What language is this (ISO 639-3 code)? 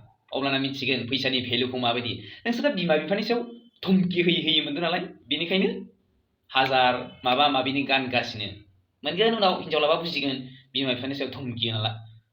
brx